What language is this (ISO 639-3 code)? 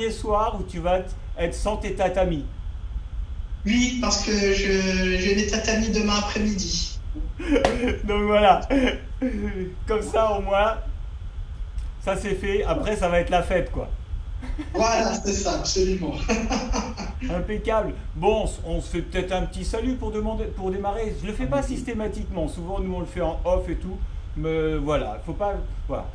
fra